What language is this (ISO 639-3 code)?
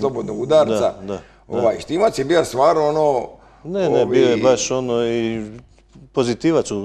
hrv